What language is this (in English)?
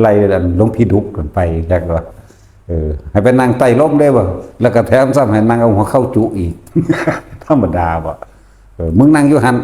Northeastern Thai